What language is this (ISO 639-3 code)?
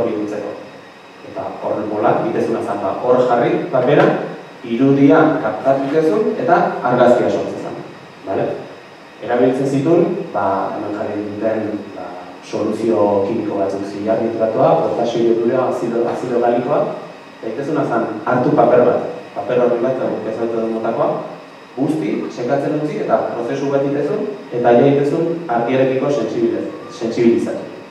eus